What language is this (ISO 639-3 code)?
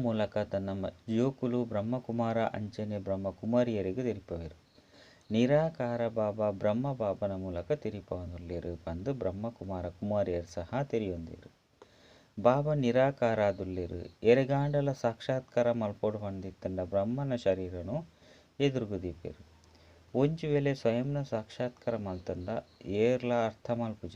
tcy